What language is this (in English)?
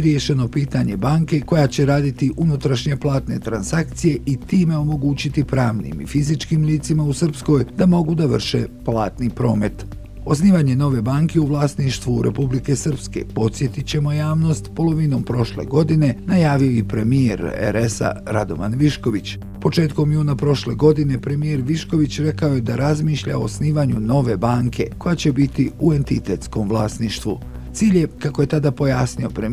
Bosnian